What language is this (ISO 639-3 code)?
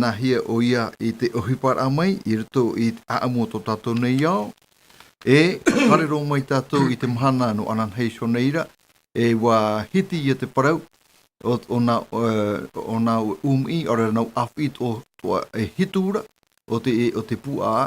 tah